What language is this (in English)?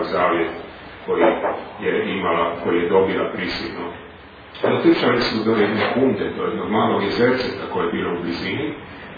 Croatian